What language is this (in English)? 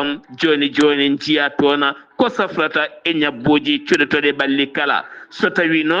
Fula